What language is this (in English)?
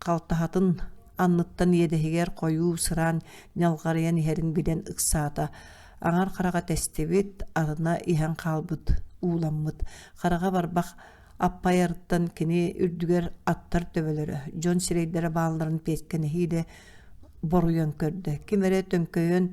Yakut